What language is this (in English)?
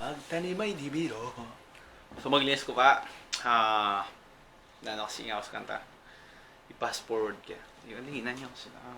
Pampanga